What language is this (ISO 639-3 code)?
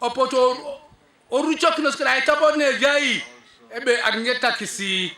teo